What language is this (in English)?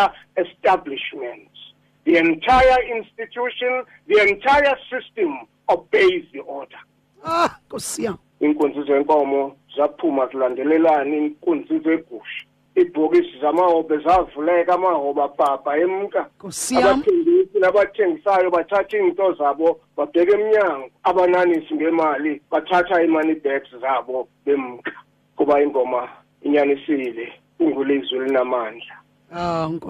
Xhosa